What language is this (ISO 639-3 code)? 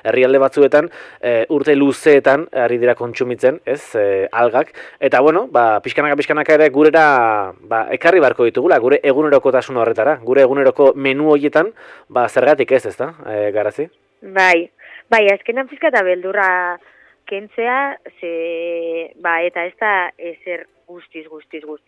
eus